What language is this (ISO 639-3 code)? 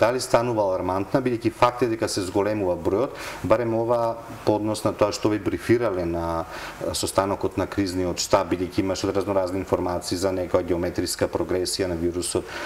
mkd